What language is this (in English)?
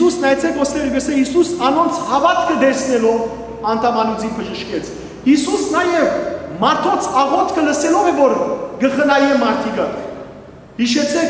Western Armenian